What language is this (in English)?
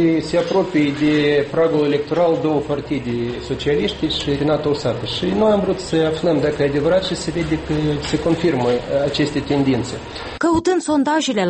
Romanian